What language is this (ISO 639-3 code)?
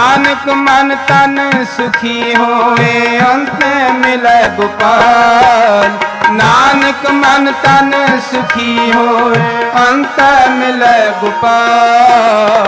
pan